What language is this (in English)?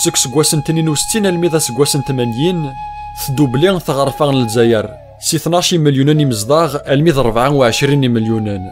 Kabyle